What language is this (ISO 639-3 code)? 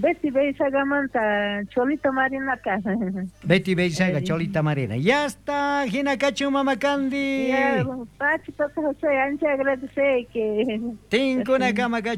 quh